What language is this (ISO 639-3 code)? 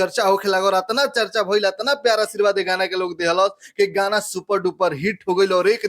bho